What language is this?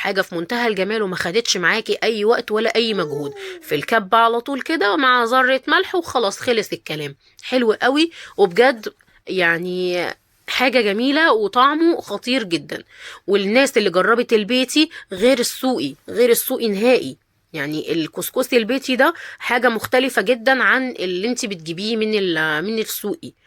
Egyptian Arabic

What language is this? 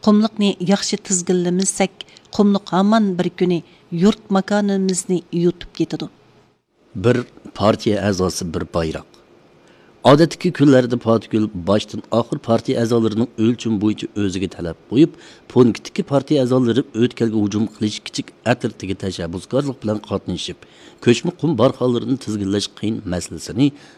Uyghur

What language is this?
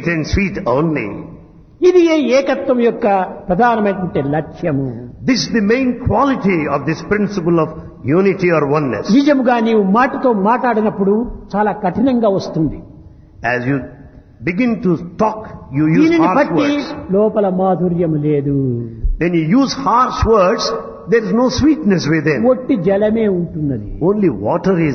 Telugu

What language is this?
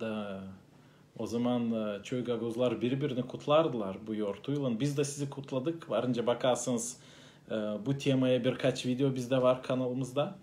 Gagauz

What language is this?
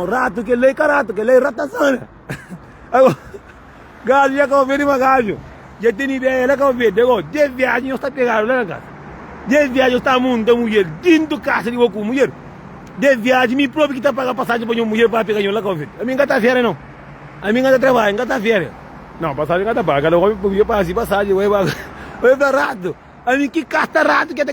Kabuverdianu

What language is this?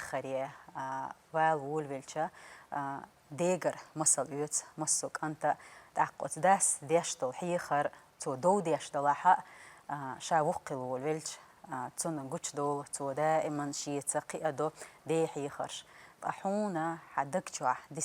Chechen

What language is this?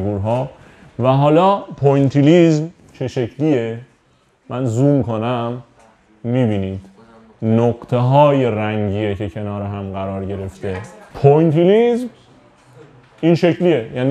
Persian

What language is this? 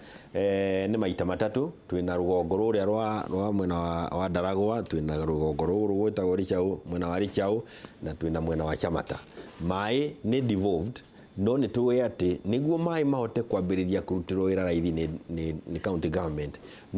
Kikuyu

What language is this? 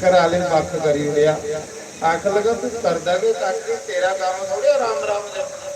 Dogri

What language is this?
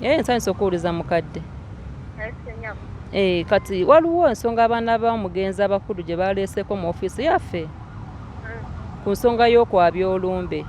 Ganda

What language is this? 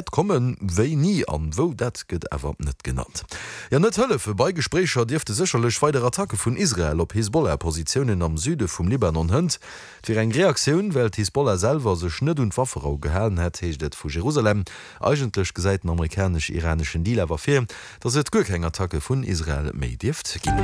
Luxembourgish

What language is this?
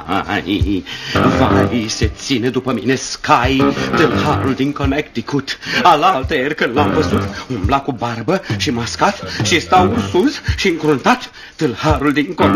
Romanian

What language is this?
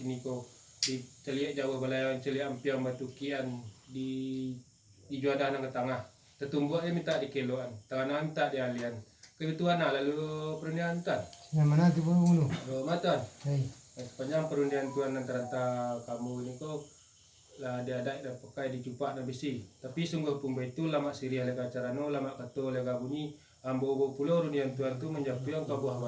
Minangkabau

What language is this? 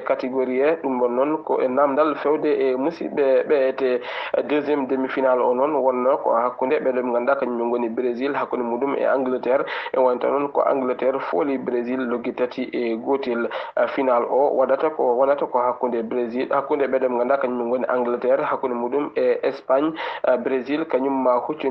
Fula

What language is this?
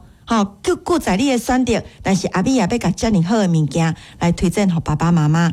Min Nan Chinese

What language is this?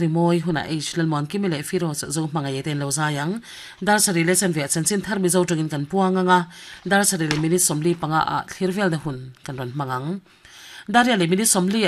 Mizo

